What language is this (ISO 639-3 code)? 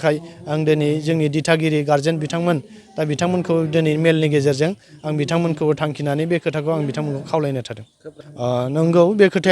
brx